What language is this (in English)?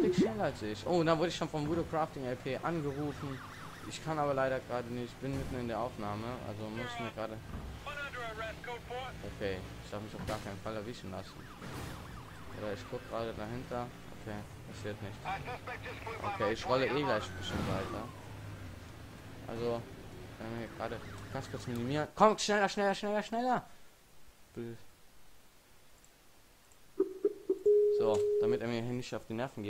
German